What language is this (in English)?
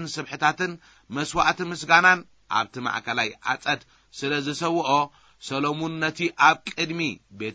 Tigrinya